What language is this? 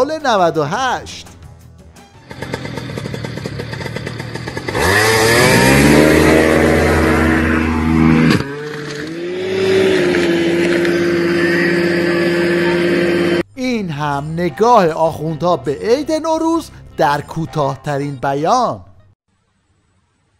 Persian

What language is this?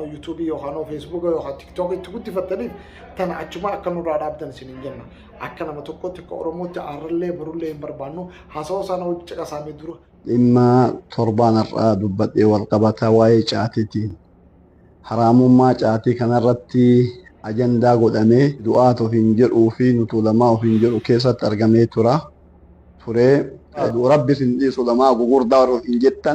Oromo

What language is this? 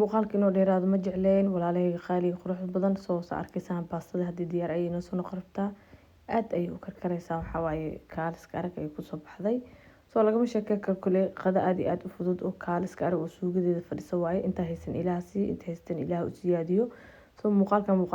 Somali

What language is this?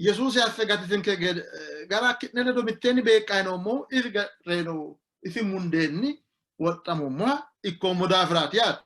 Sidamo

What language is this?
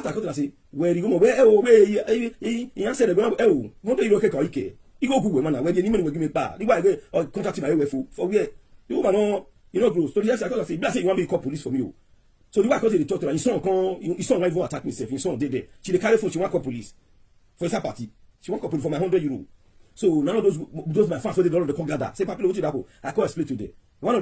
Nigerian Pidgin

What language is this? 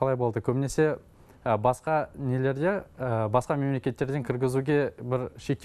Kazakh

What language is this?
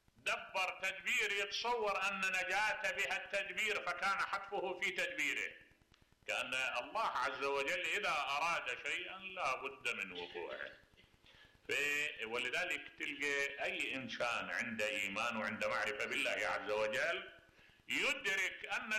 Mesopotamian Arabic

